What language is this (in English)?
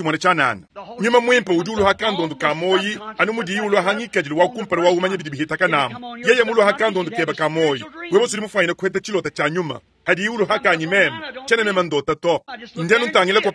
Luba-Lulua